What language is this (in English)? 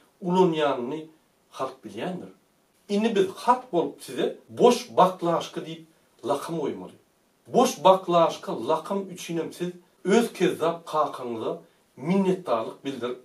Turkmen